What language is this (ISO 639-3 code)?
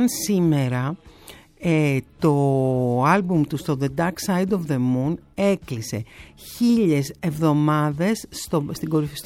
ell